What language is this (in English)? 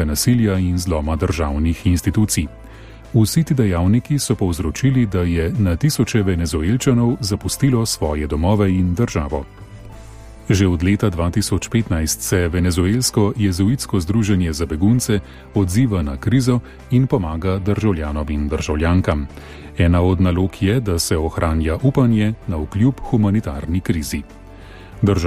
Slovenian